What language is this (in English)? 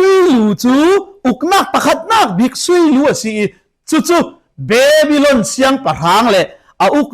Falam Chin